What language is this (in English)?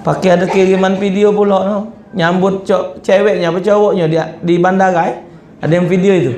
Musi